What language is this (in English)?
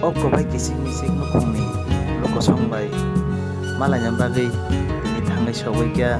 Kok Borok